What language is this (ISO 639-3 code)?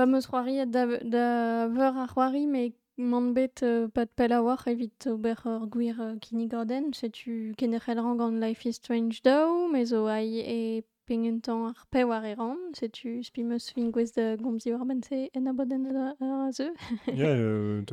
bre